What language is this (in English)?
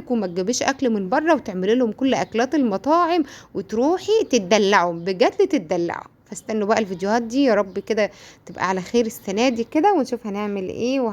Egyptian Arabic